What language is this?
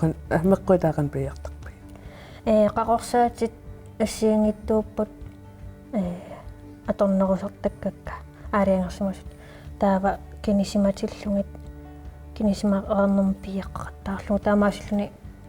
Kalaallisut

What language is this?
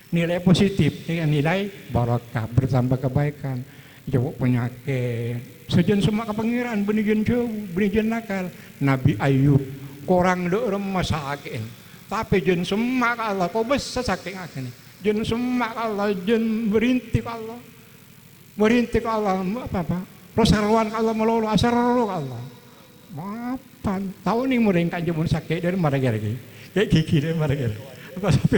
Madurese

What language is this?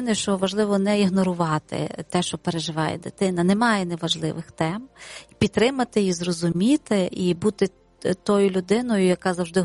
Ukrainian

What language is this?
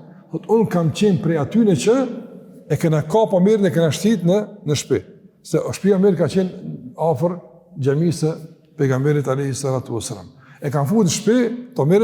Albanian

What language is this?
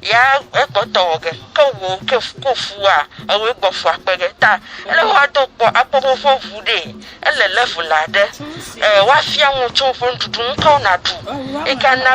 Ewe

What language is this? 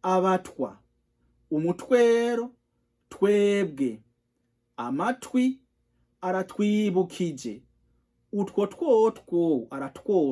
Rundi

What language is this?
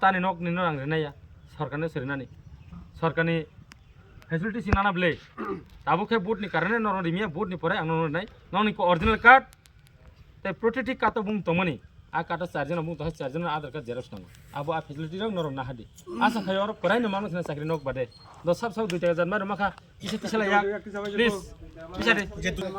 Kok Borok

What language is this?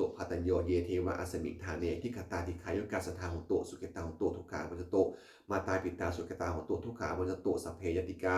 Pali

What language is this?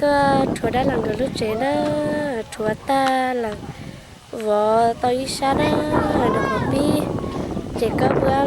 Hmong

